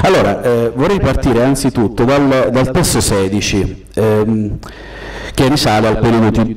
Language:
Italian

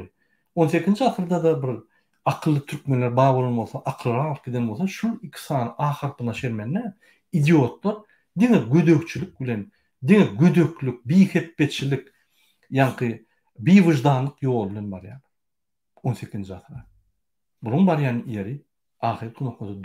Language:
Turkmen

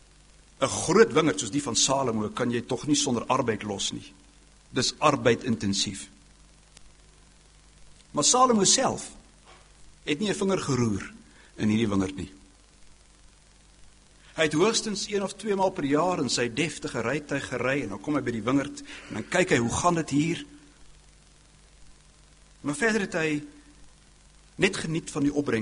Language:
Afrikaans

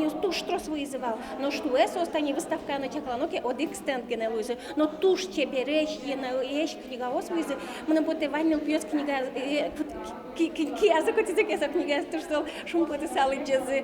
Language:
Udmurt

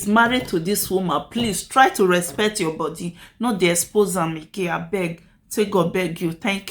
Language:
Nigerian Pidgin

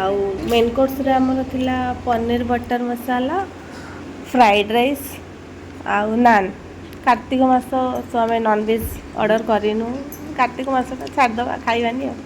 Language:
Odia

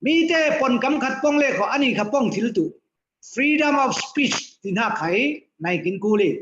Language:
Falam Chin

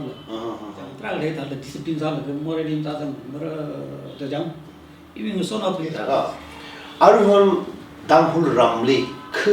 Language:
Tangkhul Naga (India)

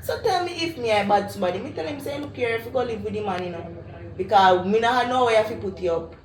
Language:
Jamaican Creole English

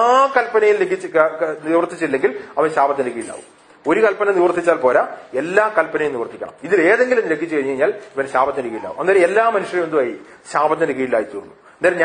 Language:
Malayalam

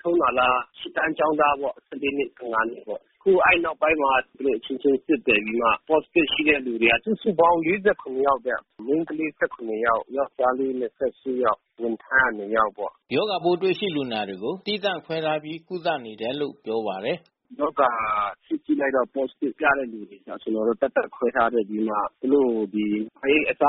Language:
Burmese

